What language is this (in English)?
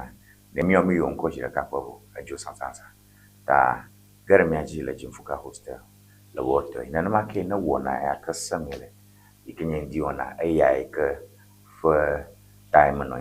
Ewe